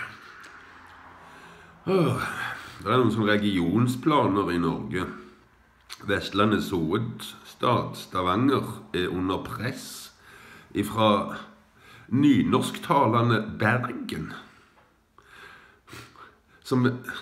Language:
Norwegian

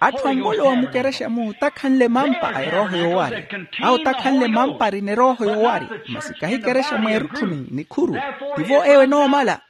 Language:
Makhuwa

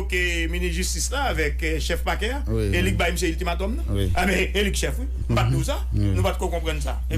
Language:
Haitian Creole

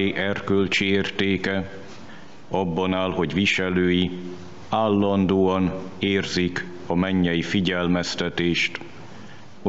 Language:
Hungarian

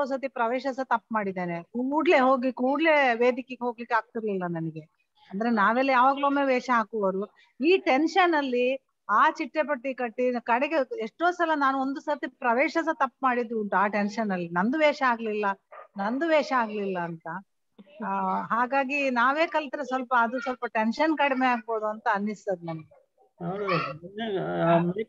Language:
Kannada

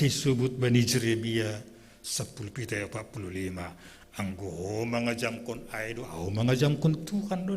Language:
Batak Simalungun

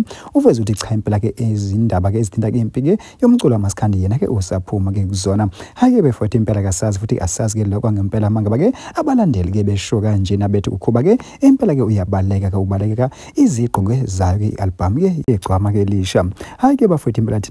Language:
Zulu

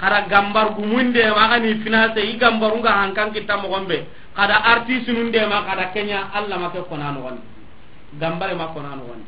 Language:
Soninke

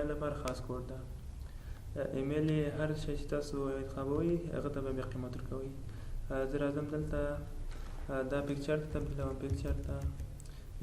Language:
Pashto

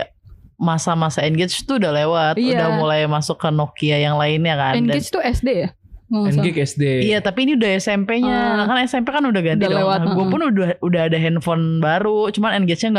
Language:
Indonesian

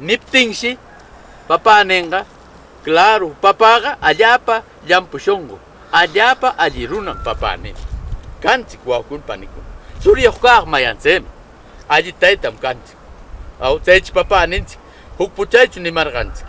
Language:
Southern Conchucos Ancash Quechua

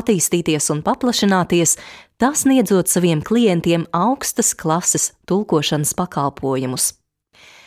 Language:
Latvian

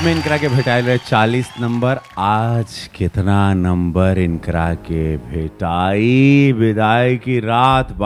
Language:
Bhojpuri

